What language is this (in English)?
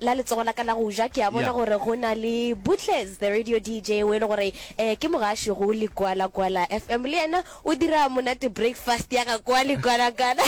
Northern Sotho